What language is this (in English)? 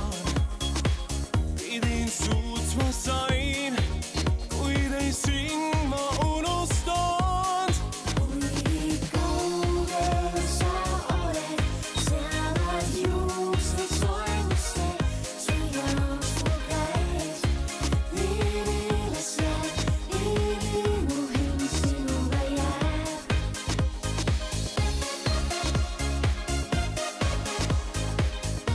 Estonian